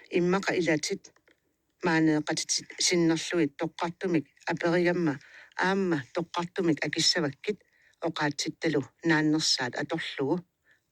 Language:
Kalaallisut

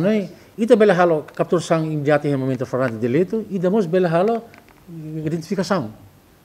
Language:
Tetum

